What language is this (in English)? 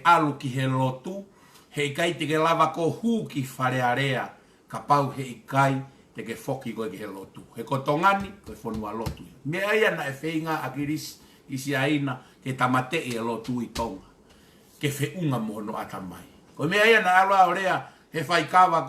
Tongan